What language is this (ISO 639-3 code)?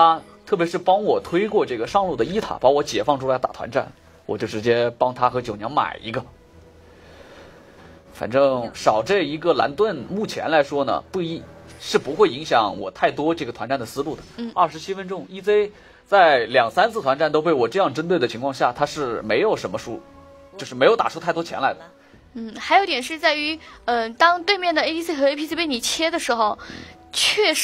zho